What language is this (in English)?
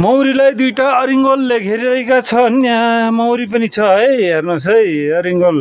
Nepali